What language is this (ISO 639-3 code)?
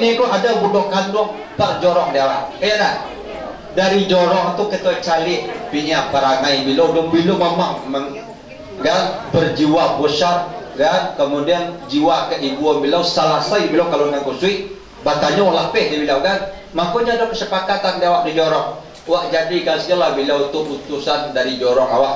min